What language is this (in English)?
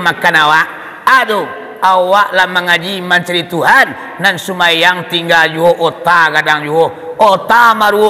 Minangkabau